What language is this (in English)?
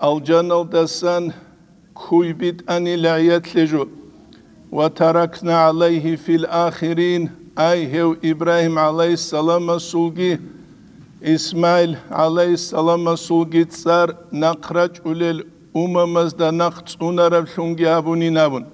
Avaric